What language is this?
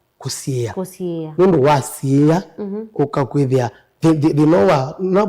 Kamba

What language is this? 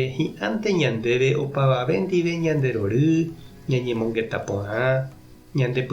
Guarani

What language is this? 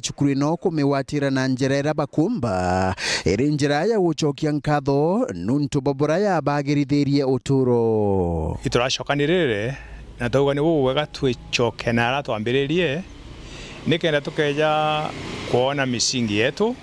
Meru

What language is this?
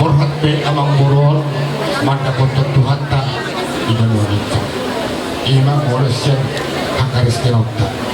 Batak Toba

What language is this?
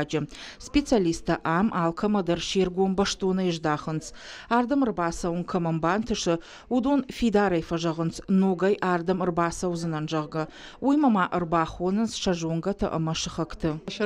Ossetic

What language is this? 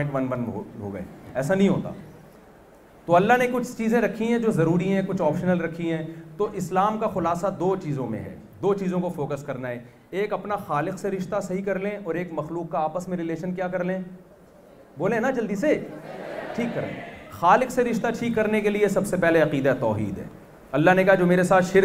Urdu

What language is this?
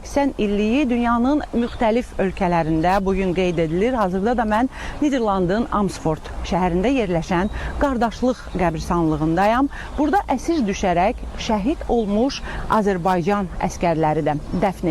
Azerbaijani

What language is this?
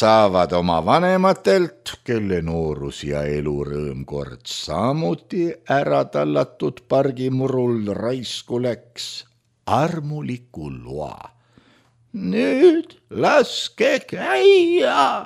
Estonian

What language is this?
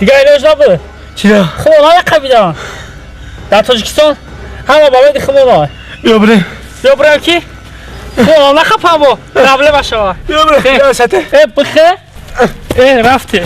Tajik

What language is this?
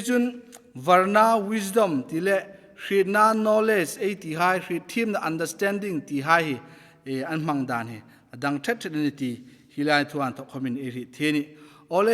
Hmar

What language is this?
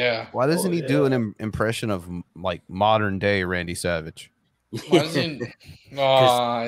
English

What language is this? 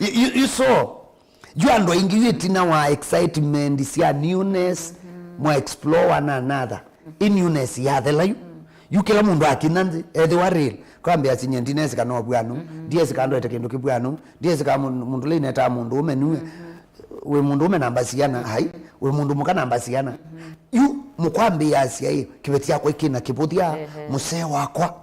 Kamba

